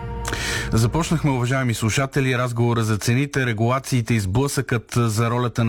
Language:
Bulgarian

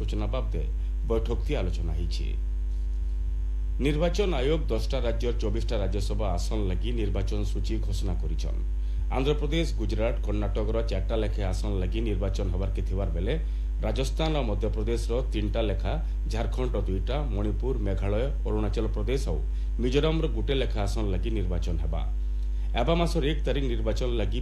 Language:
Odia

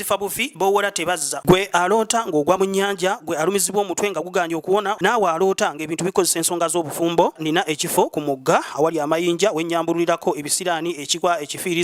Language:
Ganda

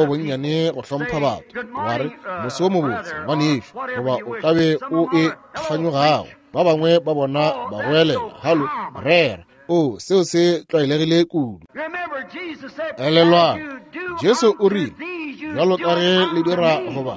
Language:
Northern Sotho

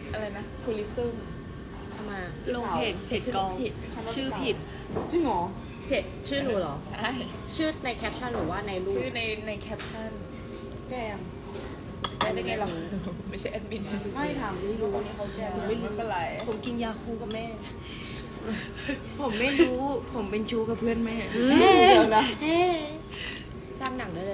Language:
Thai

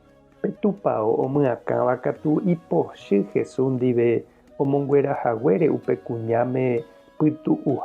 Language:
Guarani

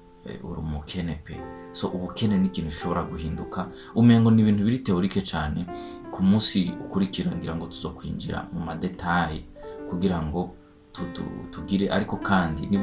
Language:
Rundi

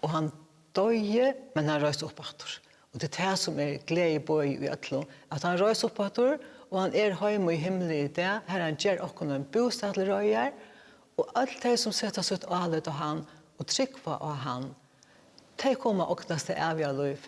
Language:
Faroese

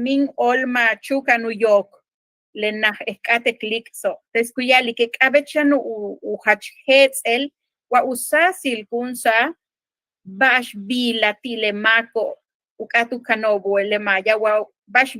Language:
Yucateco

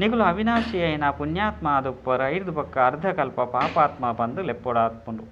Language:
Tulu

